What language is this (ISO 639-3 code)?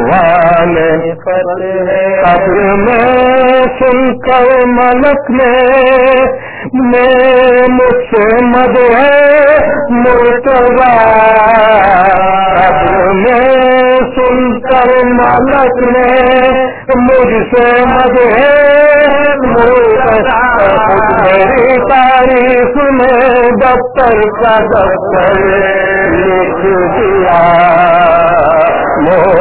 urd